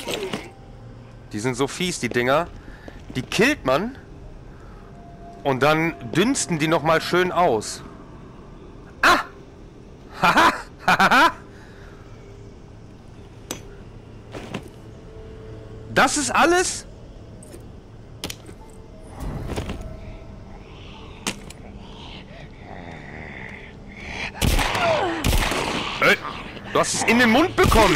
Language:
German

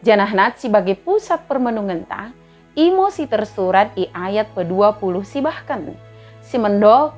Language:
Batak Dairi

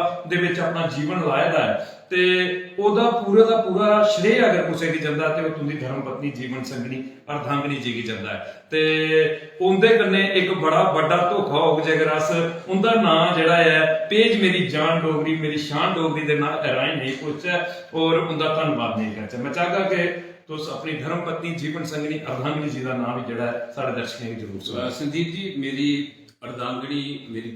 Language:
Dogri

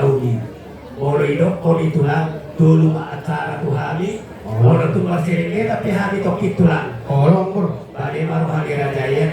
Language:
Batak Toba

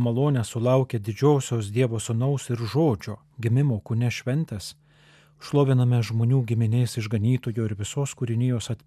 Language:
Lithuanian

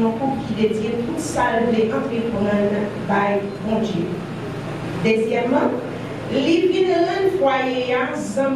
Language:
Haitian Creole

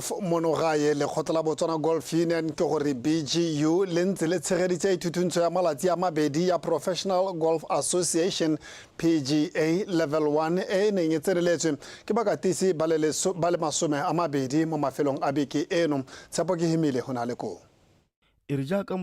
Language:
Tswana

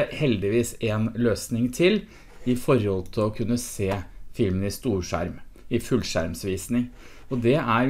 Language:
Norwegian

